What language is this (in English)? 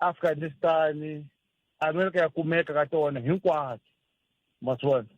Tsonga